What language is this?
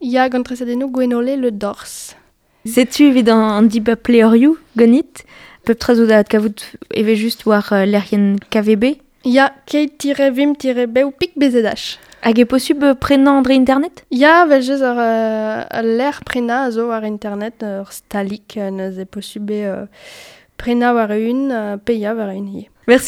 Breton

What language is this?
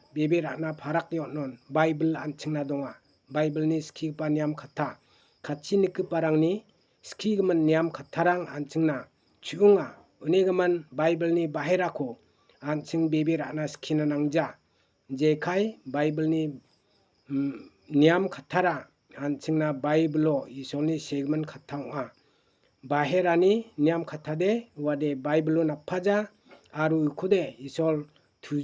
Garo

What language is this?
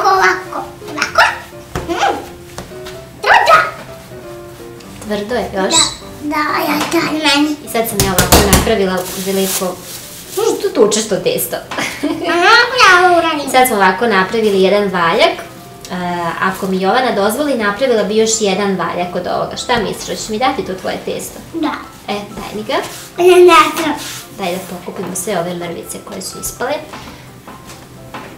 Serbian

